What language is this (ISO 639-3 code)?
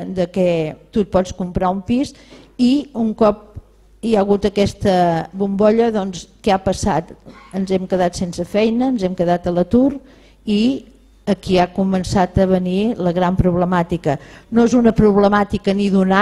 cat